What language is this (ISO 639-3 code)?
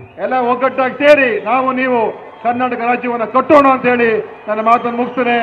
kan